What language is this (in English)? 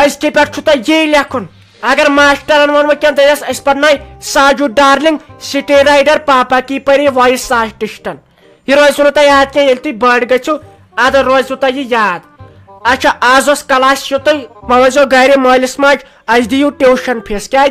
Kashmiri